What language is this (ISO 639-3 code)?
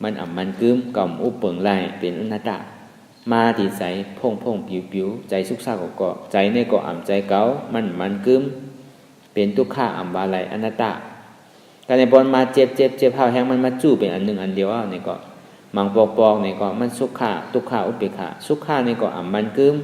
shn